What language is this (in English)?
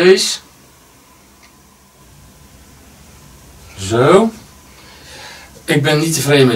Dutch